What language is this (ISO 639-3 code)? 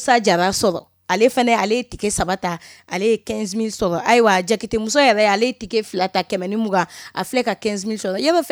bam